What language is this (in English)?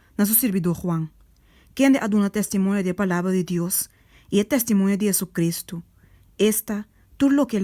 Papiamento